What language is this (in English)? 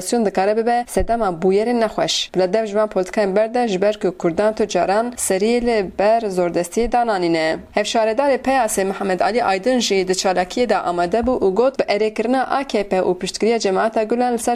Kurdish